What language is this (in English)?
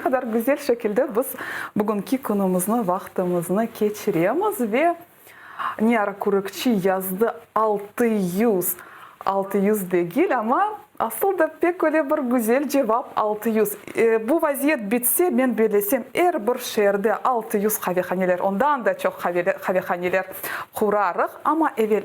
Crimean Tatar